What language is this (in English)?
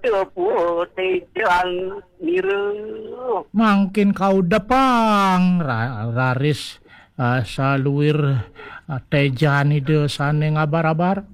Balinese